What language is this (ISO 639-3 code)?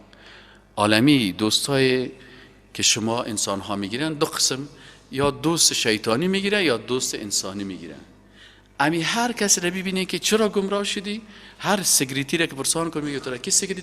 fas